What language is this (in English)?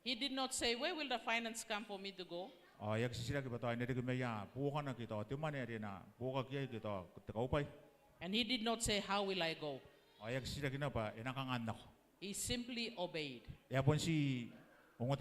Gilbertese